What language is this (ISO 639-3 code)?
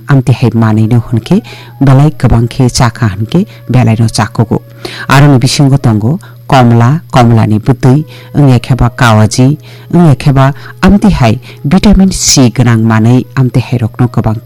trp